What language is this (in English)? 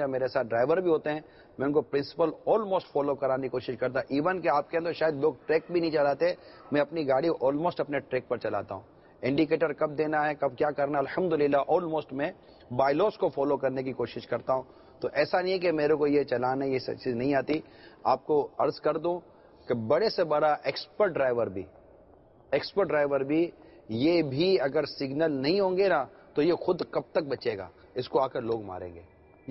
Urdu